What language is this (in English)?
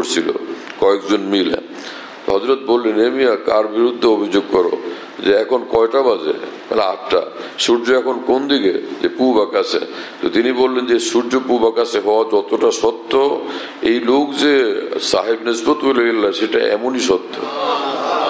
Bangla